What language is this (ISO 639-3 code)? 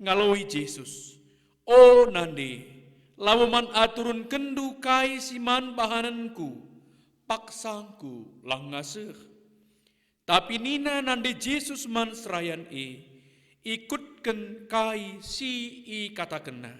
btx